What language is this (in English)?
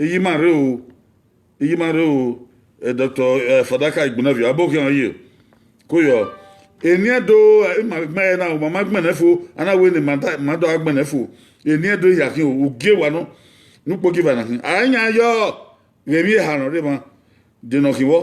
Bini